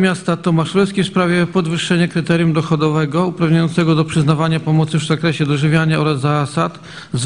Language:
Polish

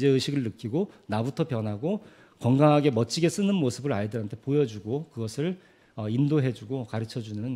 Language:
Korean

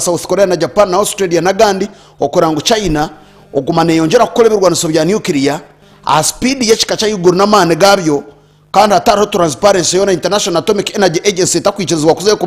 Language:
Nyankole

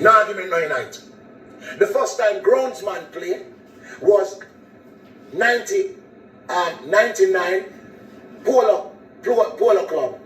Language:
Jamaican Creole English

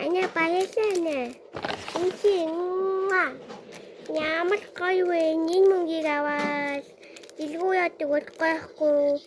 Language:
Mongolian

